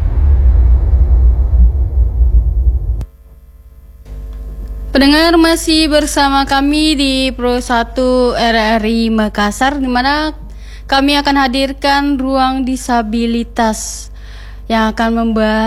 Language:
Indonesian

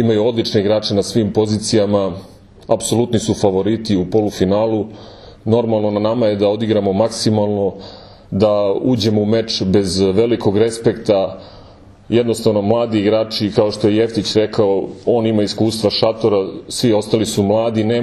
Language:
Serbian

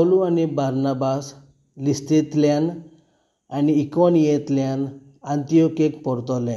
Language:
Konkani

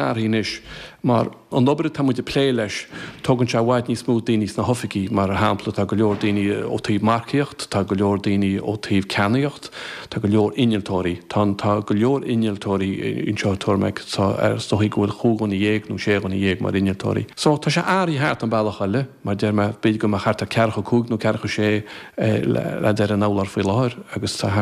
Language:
Irish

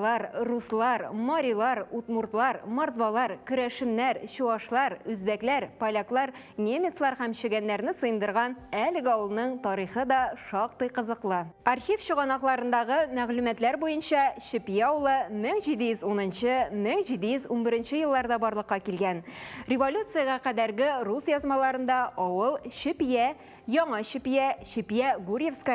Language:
Tatar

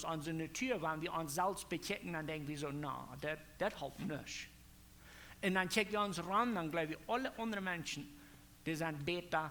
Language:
Plautdietsch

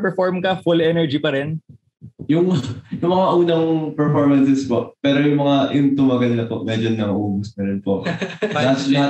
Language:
Filipino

